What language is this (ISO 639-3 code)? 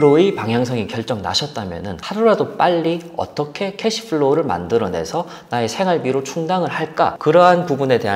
kor